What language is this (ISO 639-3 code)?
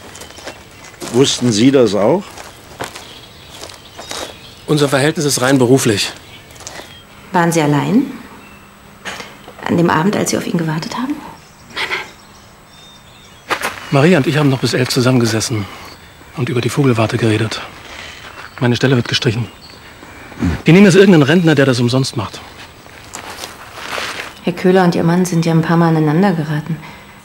deu